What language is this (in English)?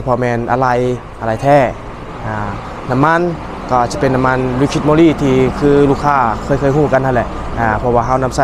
Lao